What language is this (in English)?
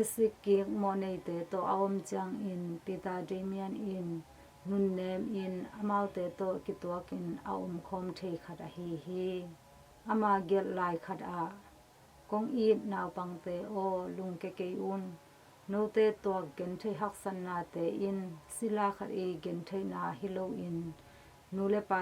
Tedim Chin